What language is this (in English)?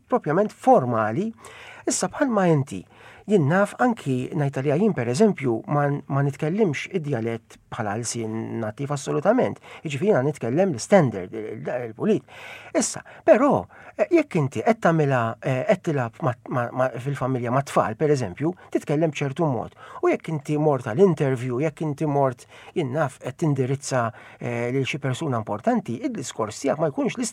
Maltese